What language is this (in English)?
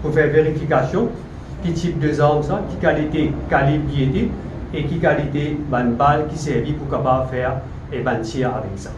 Morisyen